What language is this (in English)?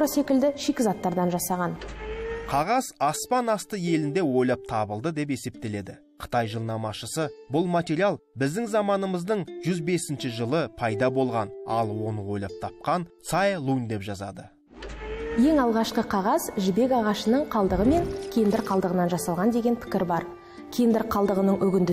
Kazakh